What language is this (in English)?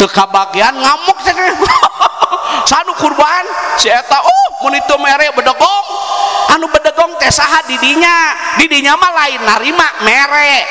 Sundanese